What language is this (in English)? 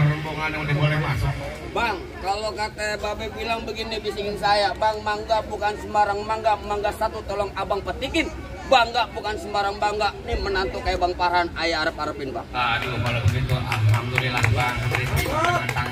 Betawi